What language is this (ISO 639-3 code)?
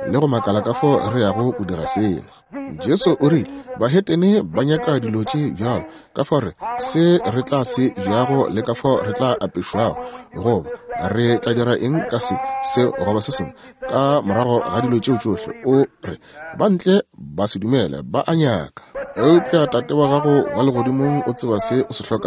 nso